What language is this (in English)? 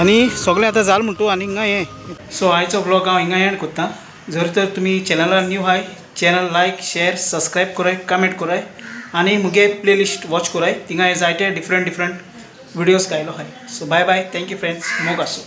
Konkani